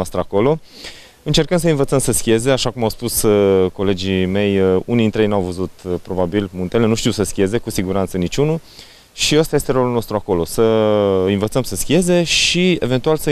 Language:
Romanian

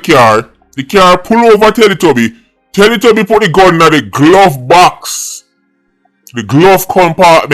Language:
Jamaican Creole English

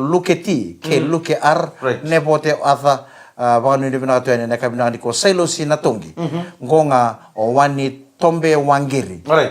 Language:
Fijian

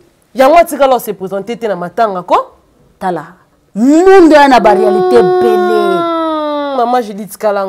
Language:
Lingala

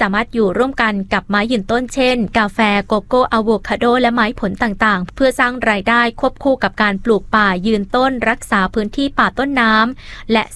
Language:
Thai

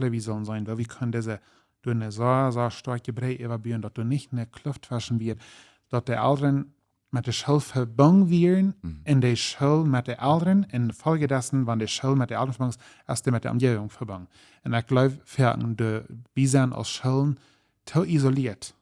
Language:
Plautdietsch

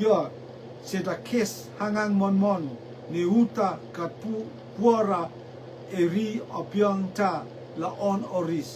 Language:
Rotuman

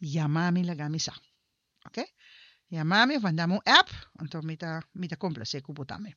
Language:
Papiamento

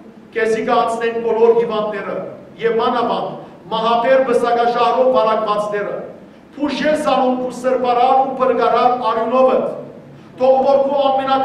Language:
Western Armenian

